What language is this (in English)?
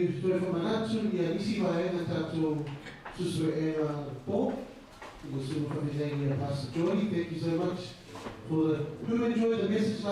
Samoan